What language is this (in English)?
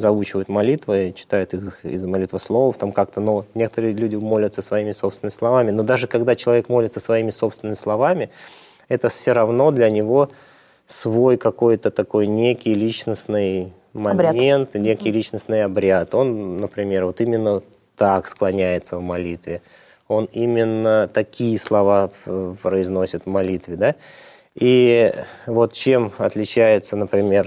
Russian